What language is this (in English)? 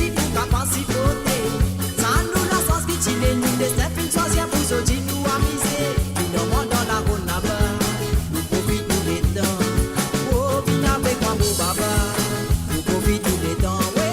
Morisyen